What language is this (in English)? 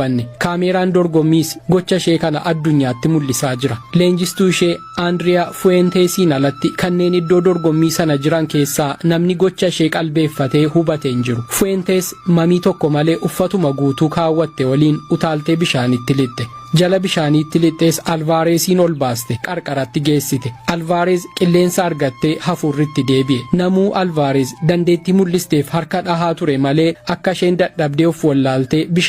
Oromo